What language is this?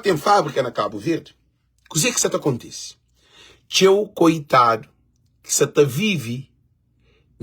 Kabuverdianu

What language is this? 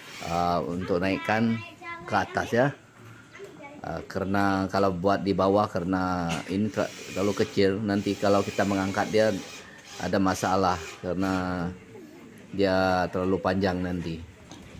Malay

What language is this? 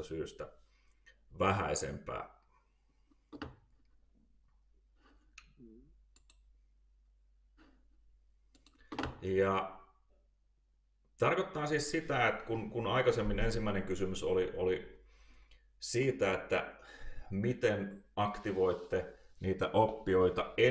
Finnish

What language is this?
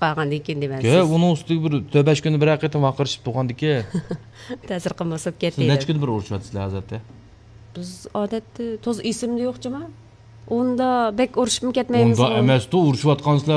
Uyghur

